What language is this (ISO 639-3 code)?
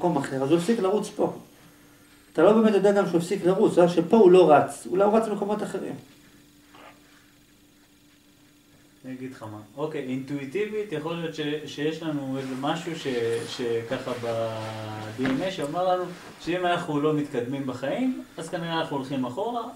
heb